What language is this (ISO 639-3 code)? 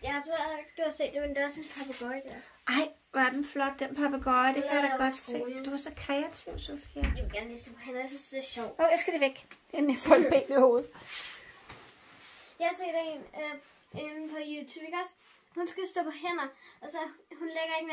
dan